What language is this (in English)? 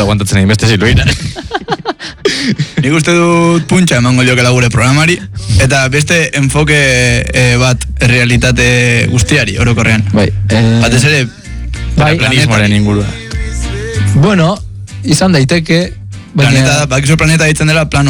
Basque